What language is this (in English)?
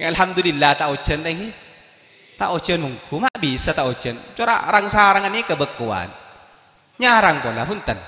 Madurese